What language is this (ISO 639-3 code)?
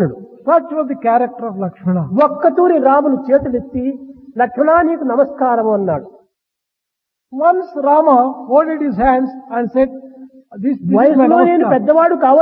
tel